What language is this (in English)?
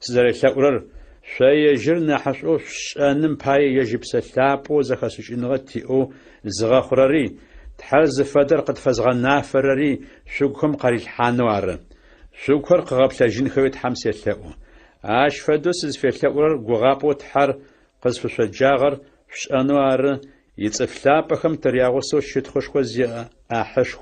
Adyghe